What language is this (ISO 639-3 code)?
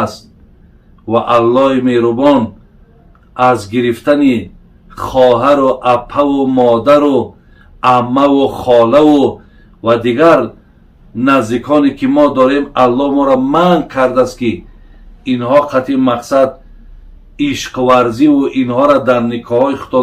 tgk